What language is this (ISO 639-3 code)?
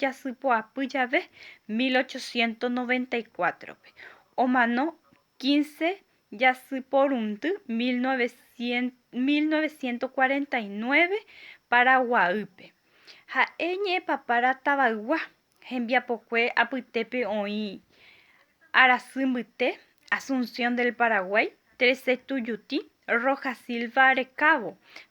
grn